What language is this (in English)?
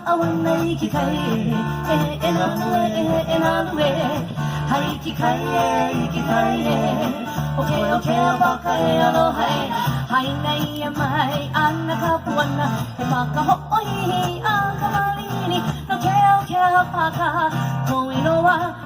Hawaiian